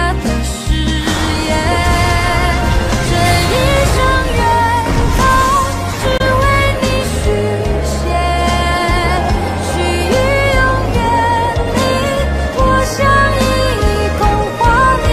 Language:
Chinese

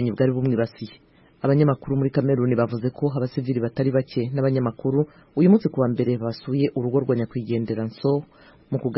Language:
Kinyarwanda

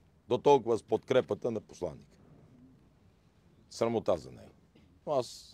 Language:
Bulgarian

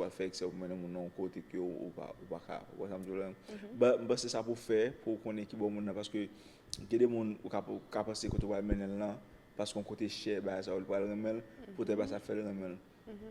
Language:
Haitian Creole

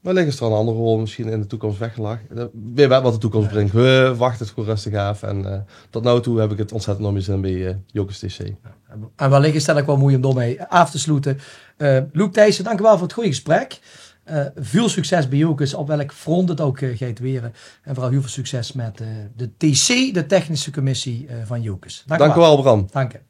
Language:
Limburgish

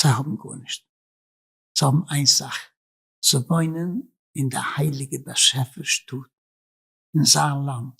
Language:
Yiddish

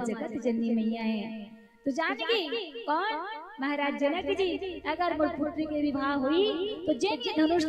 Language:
Chhattisgarhi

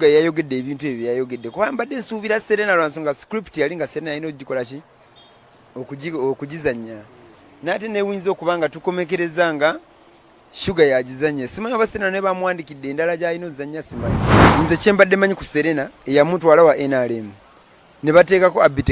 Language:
Ganda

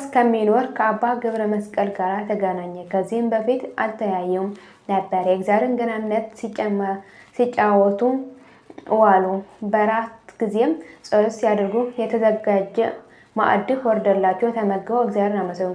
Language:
Amharic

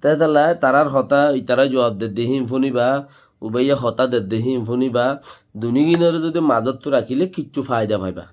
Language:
Rohingya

